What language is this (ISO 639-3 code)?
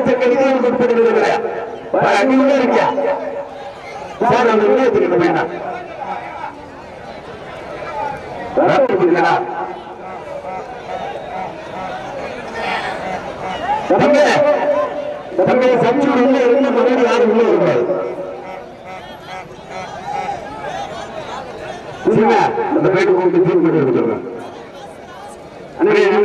tam